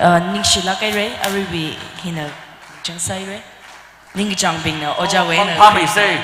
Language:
Tangkhul Naga (India)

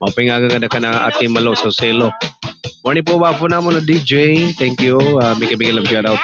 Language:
Waray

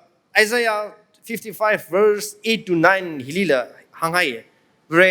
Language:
Tangkhul Naga (India)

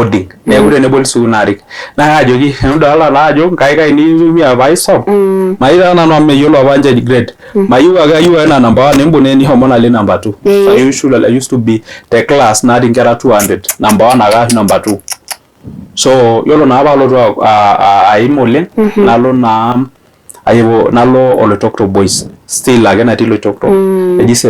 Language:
Masai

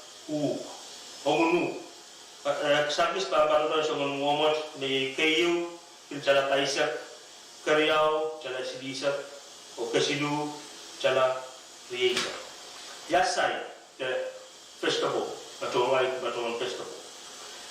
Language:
Pohnpeian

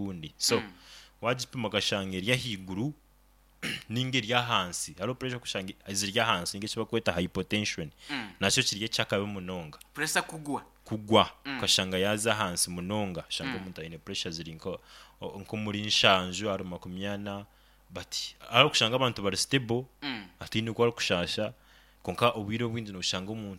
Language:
Nyoro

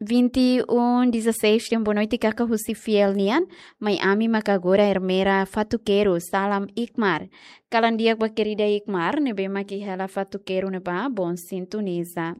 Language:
Tetum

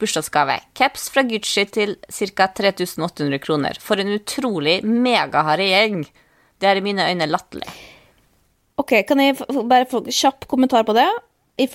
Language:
Norwegian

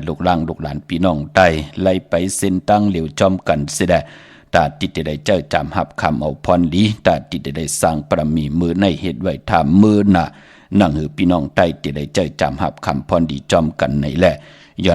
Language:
Shan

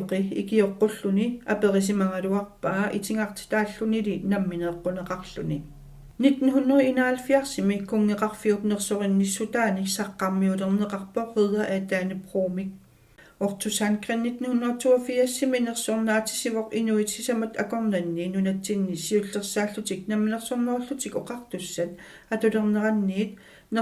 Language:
Kalaallisut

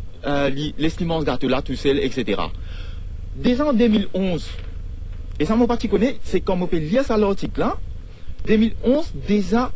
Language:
Morisyen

